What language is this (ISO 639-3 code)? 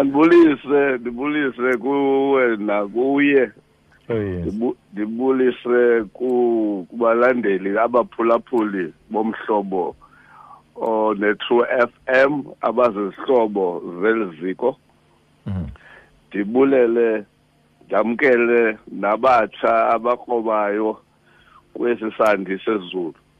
xho